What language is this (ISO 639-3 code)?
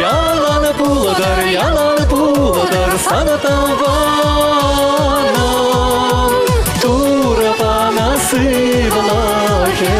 chv